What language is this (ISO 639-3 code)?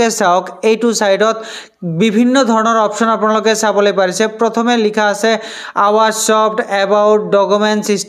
asm